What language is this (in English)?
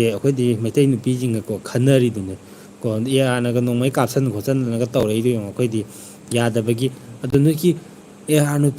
Manipuri